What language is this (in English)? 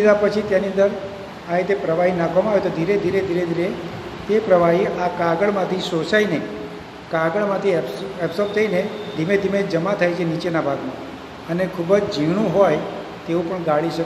Gujarati